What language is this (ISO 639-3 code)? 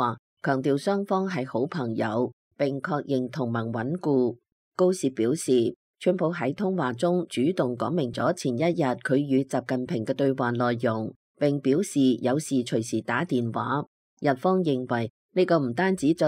yue